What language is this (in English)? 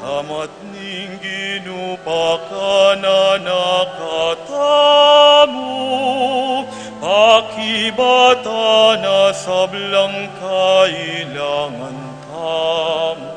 Pampanga